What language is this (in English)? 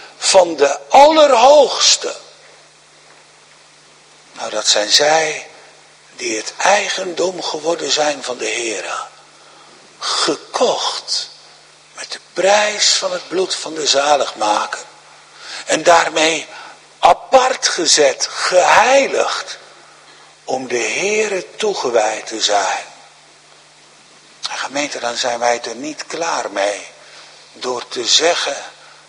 Dutch